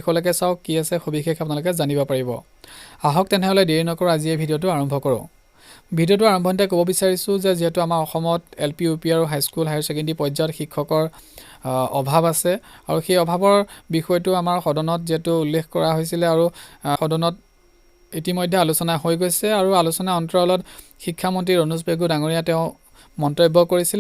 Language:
Assamese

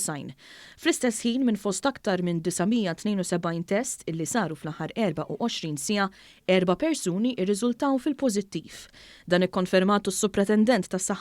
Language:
Maltese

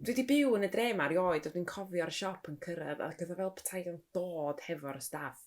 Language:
Welsh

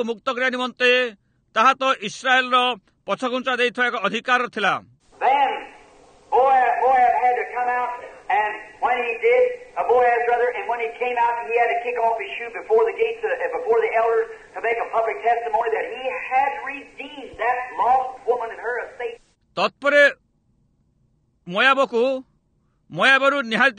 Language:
Odia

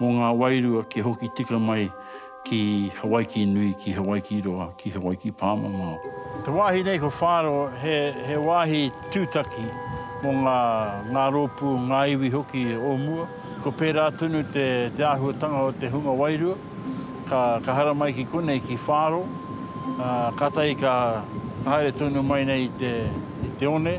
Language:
Māori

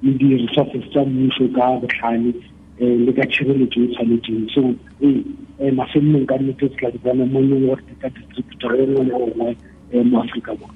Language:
Tswana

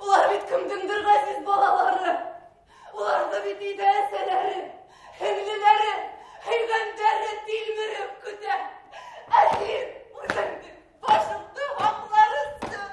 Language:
Bashkir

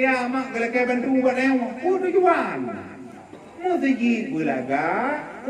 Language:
Achinese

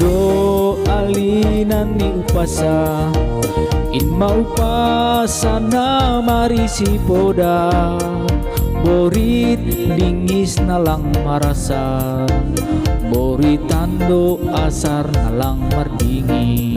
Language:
Batak Simalungun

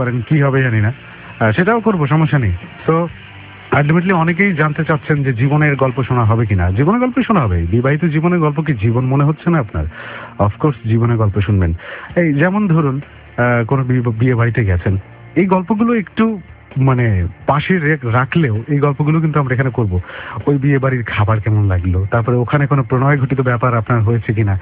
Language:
Bangla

